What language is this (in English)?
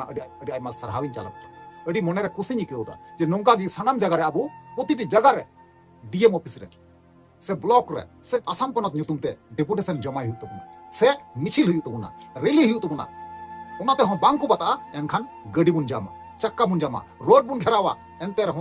Santali